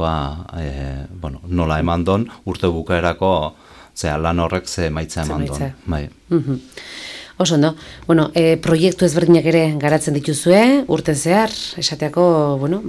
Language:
Basque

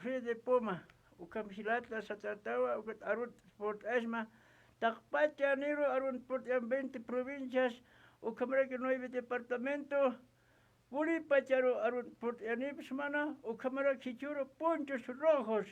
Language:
Aymara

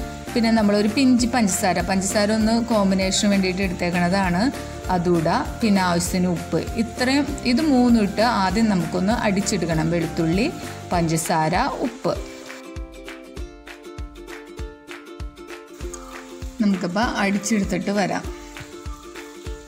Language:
Malayalam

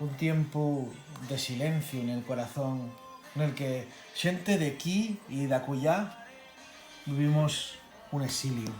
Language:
Asturian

